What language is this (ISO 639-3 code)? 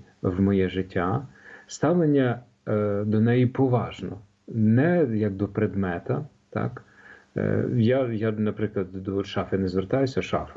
ukr